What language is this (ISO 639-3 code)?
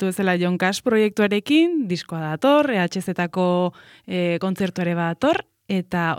eus